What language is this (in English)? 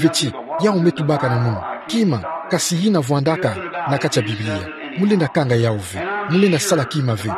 Kituba (Democratic Republic of Congo)